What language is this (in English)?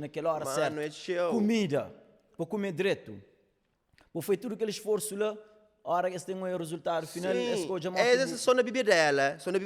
Kabuverdianu